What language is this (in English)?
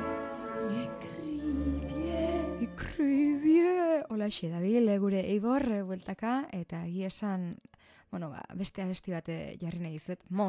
Basque